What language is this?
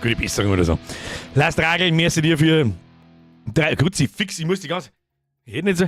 Bavarian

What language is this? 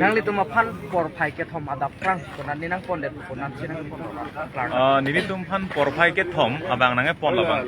Karbi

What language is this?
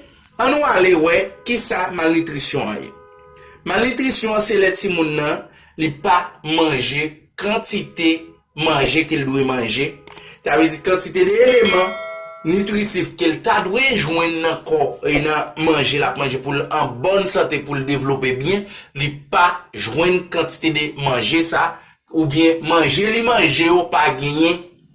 Haitian Creole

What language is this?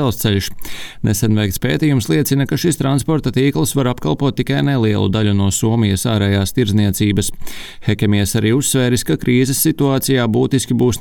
Latvian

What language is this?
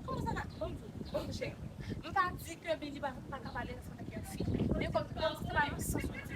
Haitian Creole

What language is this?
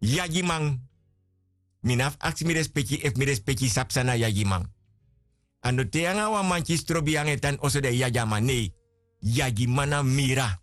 Sranan Tongo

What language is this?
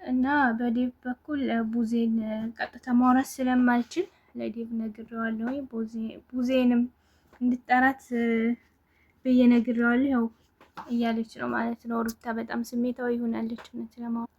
Amharic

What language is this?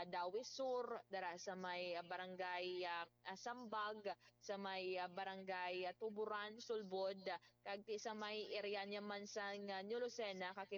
Hiligaynon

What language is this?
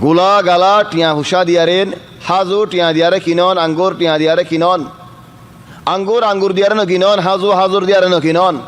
Rohingya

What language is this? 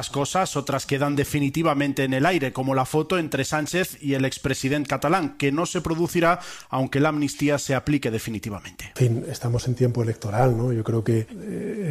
Spanish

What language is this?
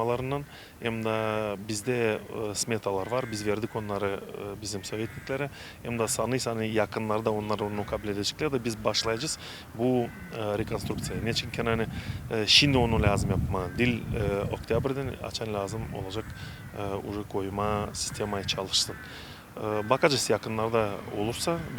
Gagauz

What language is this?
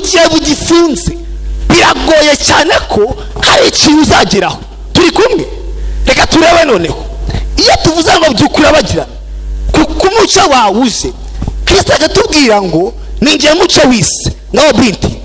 Kinyarwanda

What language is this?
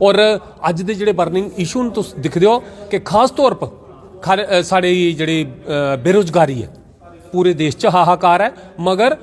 Dogri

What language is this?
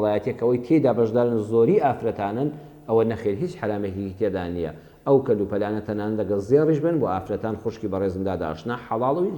Central Kurdish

